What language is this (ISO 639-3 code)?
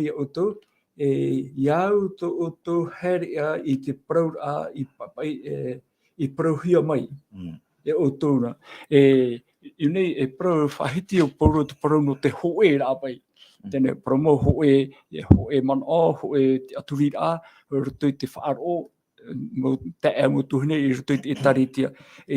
tah